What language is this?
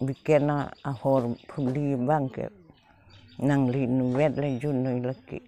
Karbi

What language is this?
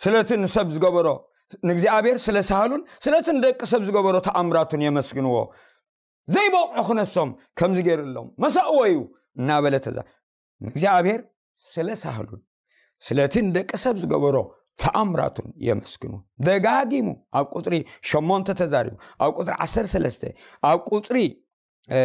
Tigrinya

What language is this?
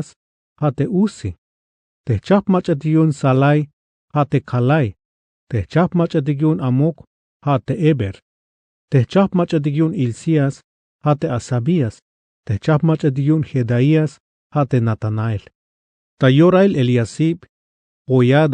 Tzeltal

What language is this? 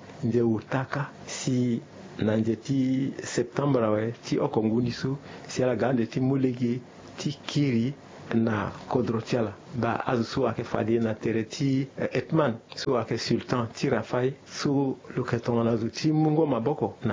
Sango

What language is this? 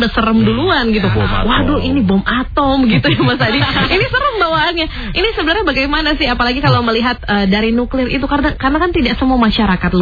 Indonesian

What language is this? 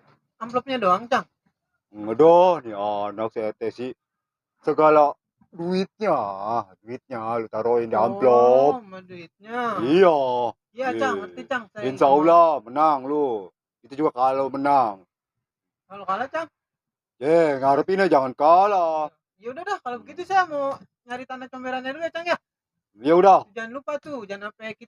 Betawi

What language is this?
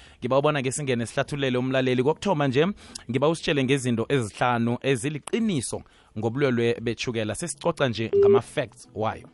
South Ndebele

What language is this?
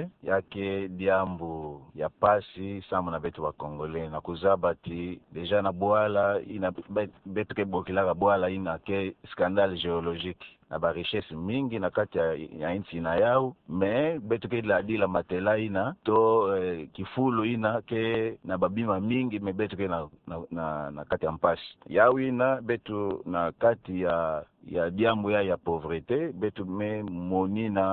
Kituba (Democratic Republic of Congo)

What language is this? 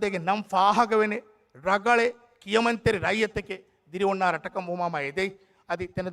Divehi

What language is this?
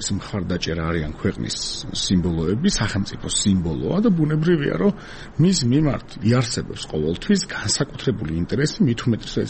Georgian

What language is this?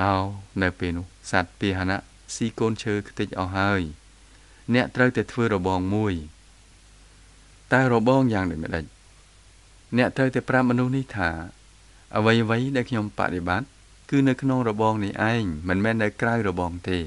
Khmer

